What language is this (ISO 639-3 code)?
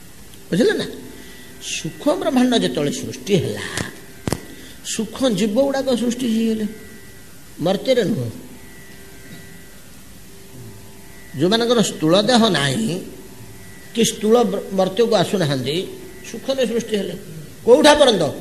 ori